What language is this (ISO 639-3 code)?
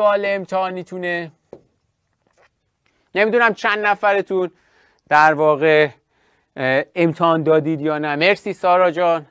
fas